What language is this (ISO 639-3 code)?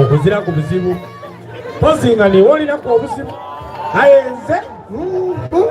xog